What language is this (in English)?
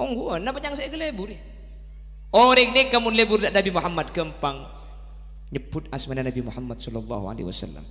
Madurese